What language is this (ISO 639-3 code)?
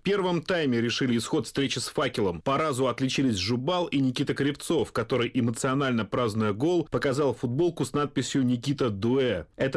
rus